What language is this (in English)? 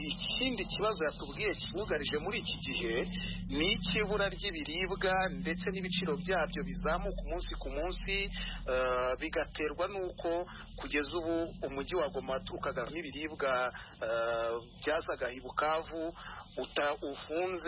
Kinyarwanda